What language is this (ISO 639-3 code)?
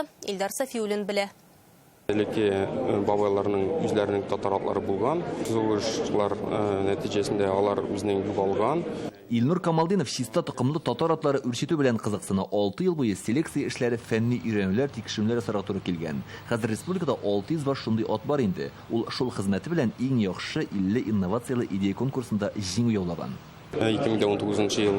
tat